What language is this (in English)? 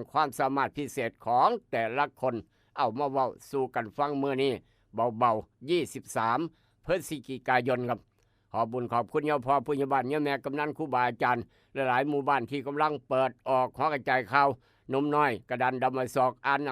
Northeastern Thai